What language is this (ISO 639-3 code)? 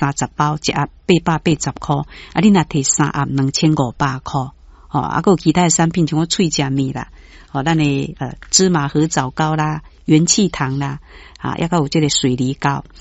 nan